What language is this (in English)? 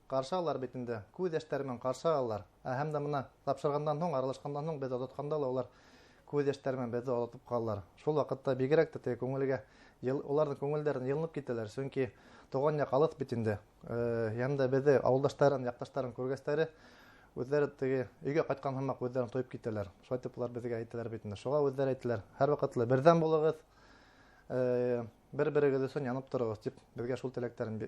Bashkir